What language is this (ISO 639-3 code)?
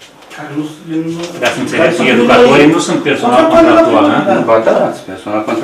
ron